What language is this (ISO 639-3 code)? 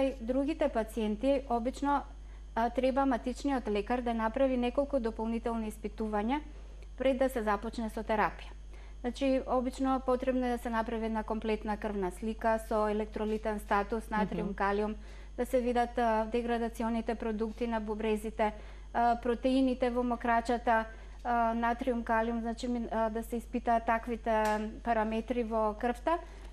mkd